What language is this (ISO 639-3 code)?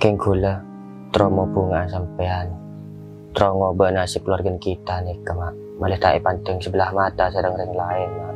mad